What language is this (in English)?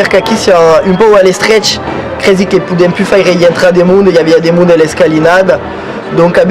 Occitan